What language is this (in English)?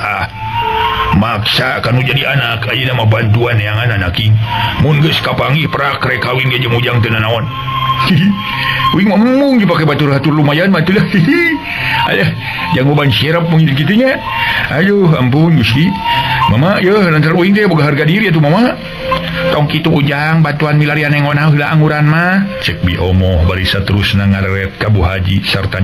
Sundanese